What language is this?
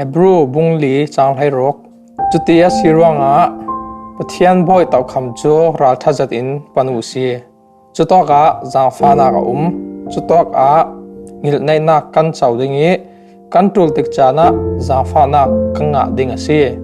Falam Chin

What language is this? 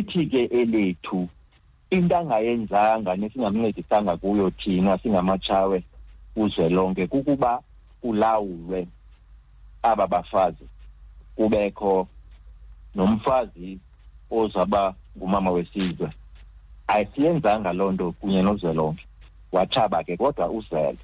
Xhosa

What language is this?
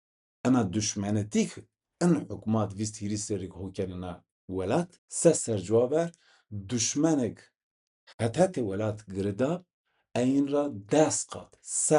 Zaza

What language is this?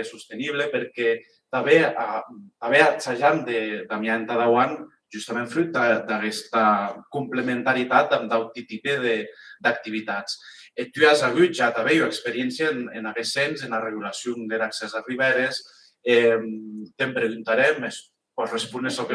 Occitan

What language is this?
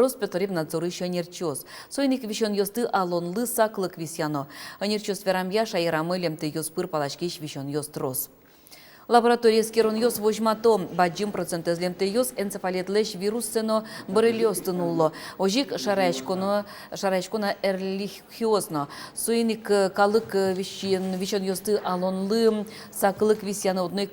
Udmurt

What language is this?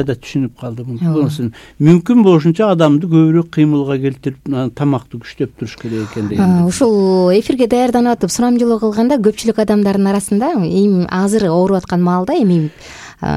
Kyrgyz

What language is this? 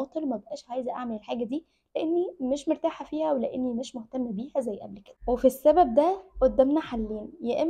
Egyptian Arabic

